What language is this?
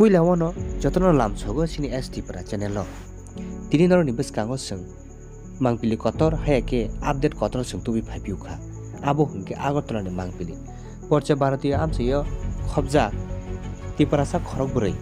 Kok Borok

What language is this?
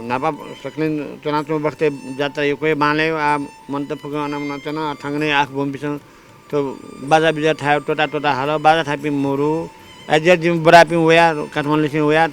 Newari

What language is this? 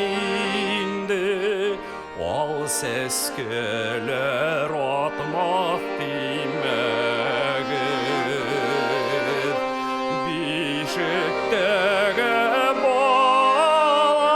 Bashkir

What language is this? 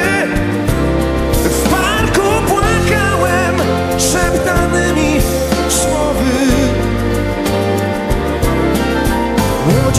Polish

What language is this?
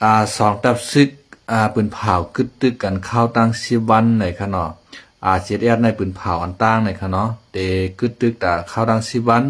Shan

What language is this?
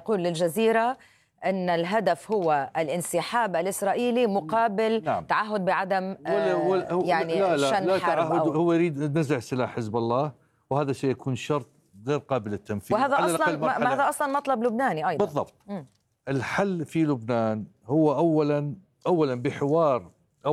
Arabic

